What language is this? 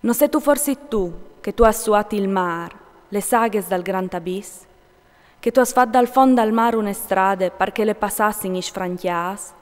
Friulian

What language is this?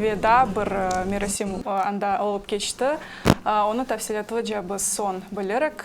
Crimean Tatar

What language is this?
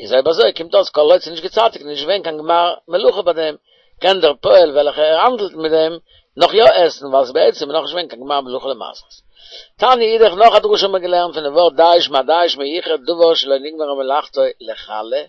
Yiddish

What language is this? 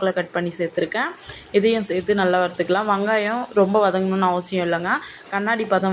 Tamil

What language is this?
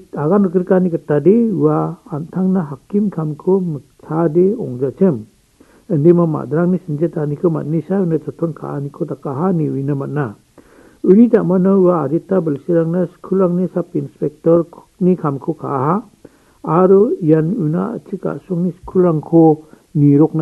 Garo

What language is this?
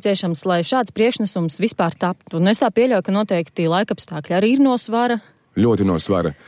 Latvian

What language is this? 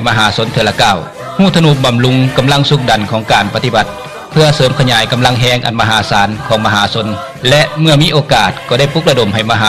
Lao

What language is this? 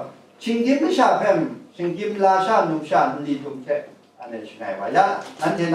Kachin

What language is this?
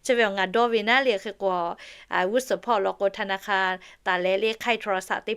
Lahu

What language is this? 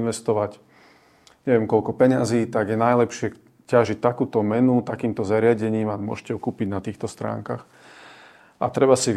Slovak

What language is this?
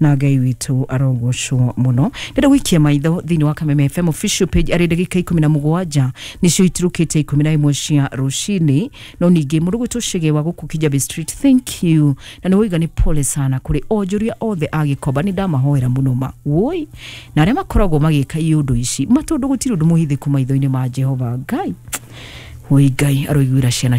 Kikuyu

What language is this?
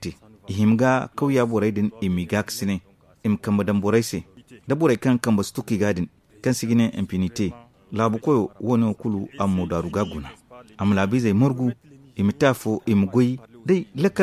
Zarma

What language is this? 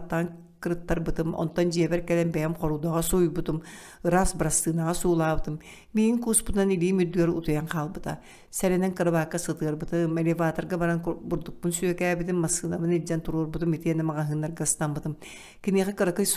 Yakut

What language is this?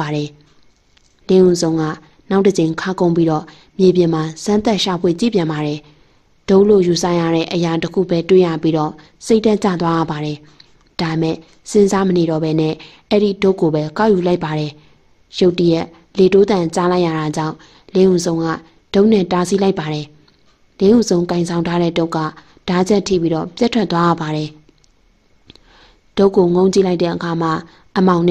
Burmese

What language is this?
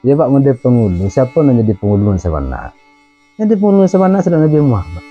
Minangkabau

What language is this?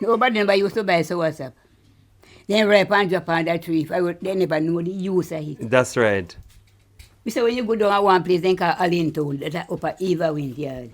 Jamaican Creole English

